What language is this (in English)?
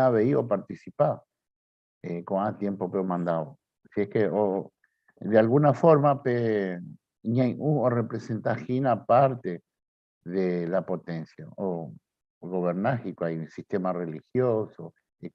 Guarani